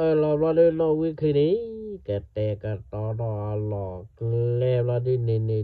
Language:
S'gaw Karen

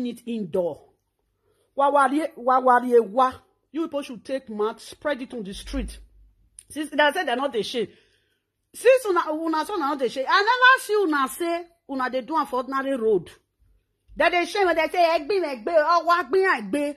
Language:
Nigerian Pidgin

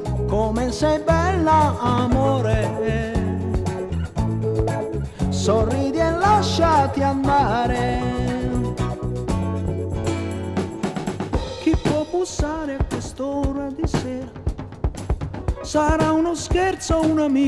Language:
Italian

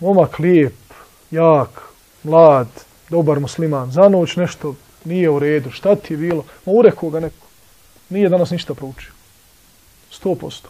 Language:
Bosnian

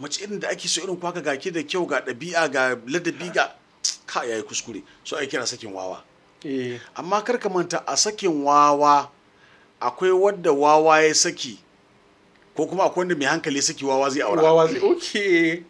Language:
Hausa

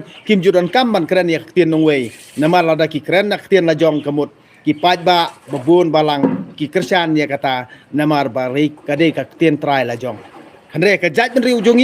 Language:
Khasi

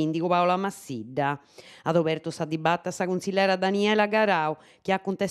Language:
Sardinian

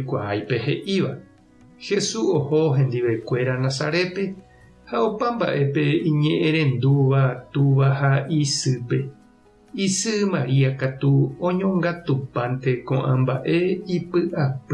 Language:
Guarani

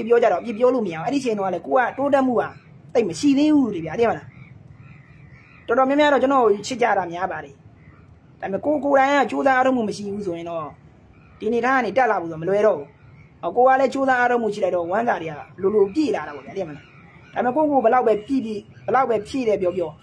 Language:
Burmese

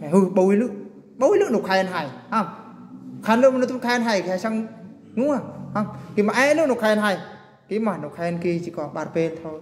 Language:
Eastern Bru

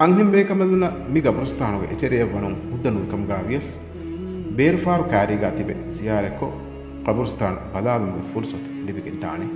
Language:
Divehi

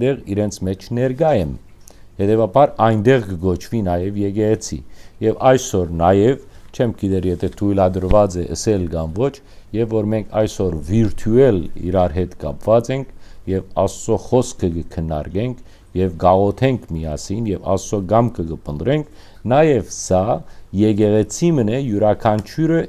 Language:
Western Armenian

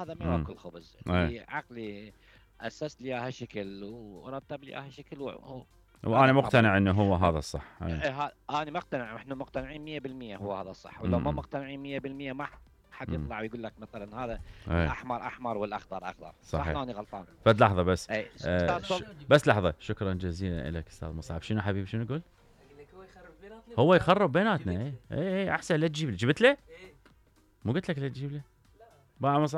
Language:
Mesopotamian Arabic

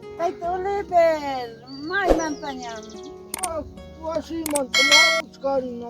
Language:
Ayacucho Quechua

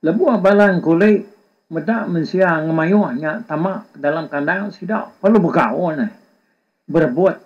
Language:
Iban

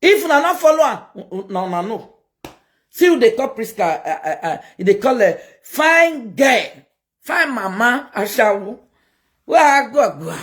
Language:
Nigerian Pidgin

